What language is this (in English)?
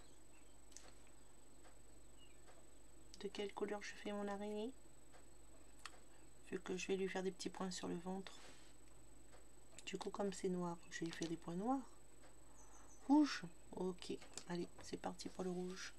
French